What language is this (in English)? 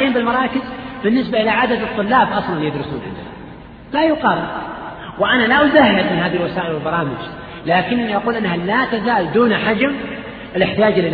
Arabic